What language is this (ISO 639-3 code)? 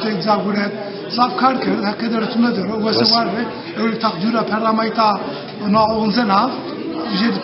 zza